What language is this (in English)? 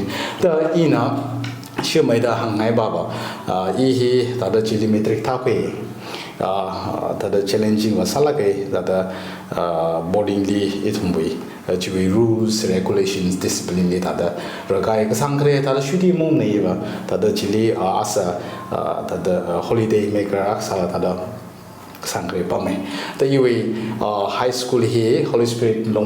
Tangkhul Naga (India)